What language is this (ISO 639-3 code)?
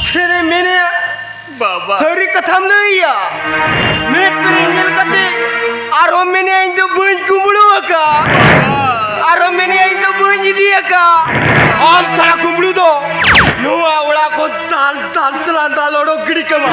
sat